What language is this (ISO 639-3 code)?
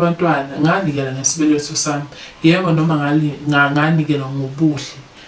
zul